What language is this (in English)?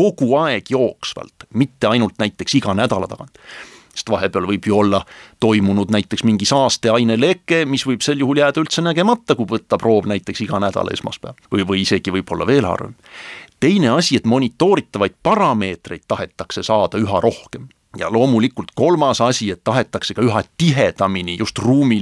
Estonian